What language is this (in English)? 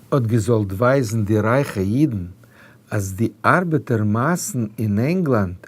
Yiddish